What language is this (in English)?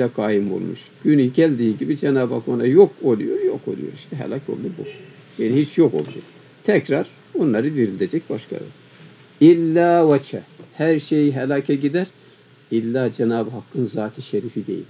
Turkish